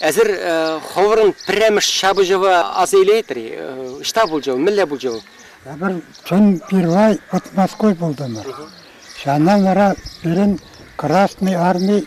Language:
Chuvash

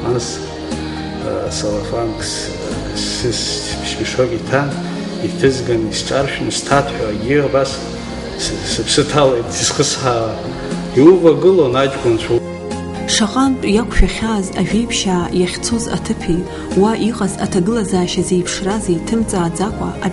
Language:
Abkhazian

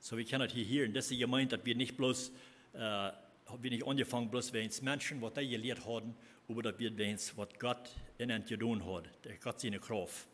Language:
Plautdietsch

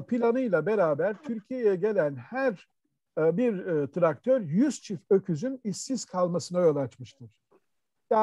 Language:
Turkish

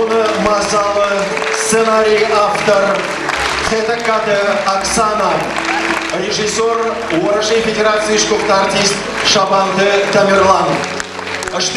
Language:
Ossetic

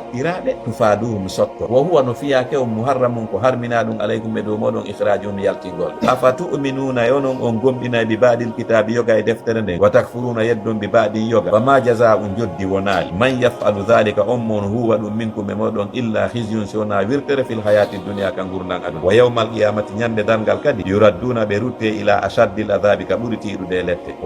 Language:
Fula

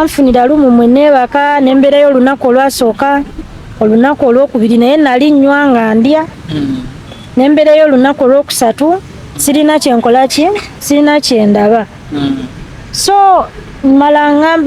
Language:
Ganda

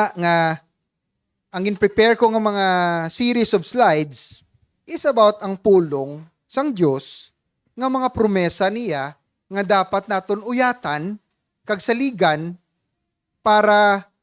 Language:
Hiligaynon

